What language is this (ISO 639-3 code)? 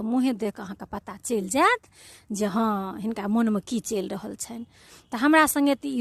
mai